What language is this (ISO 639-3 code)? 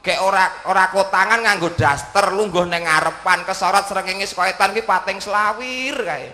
jav